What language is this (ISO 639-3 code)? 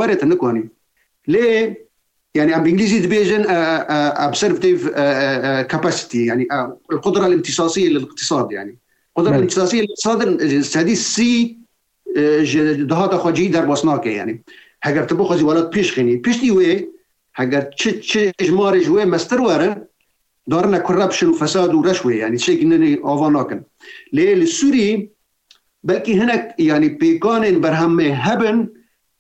kur